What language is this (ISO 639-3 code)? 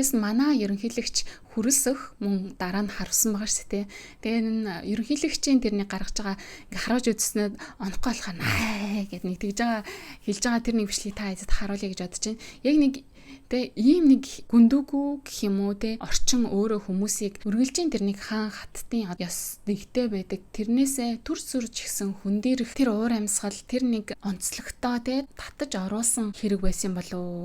mon